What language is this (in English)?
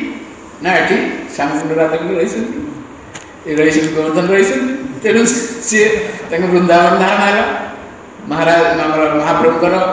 Odia